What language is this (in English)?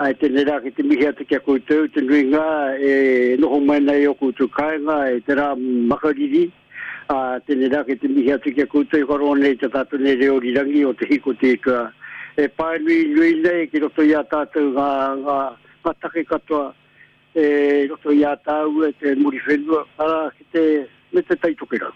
Māori